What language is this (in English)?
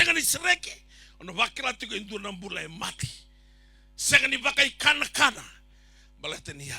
Fijian